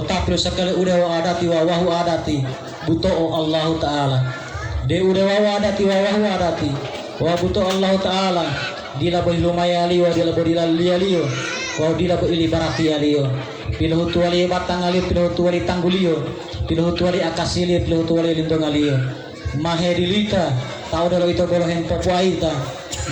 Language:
Gorontalo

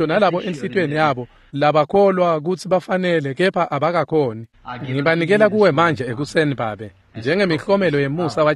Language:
Swati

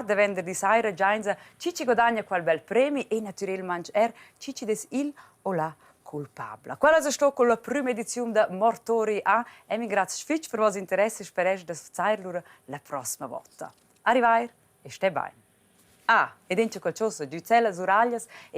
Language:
Romansh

